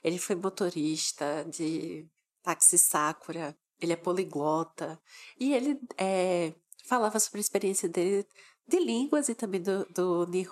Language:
Portuguese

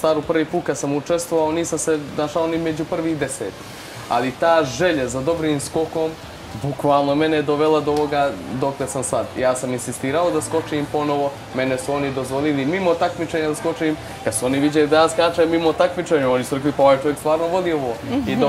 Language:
Bosnian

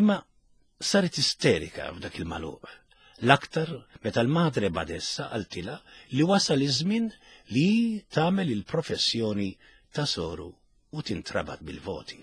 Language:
Maltese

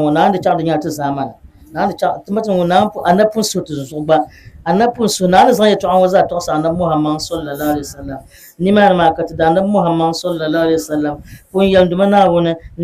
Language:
Dagbani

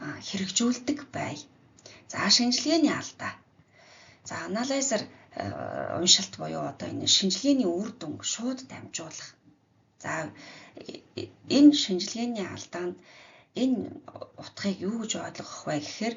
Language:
Mongolian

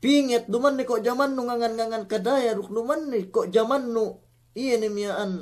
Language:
Yakan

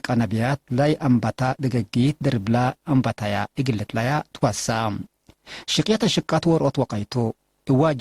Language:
Tigre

